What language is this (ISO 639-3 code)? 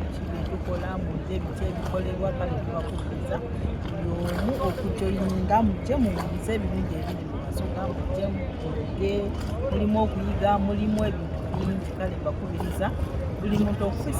xog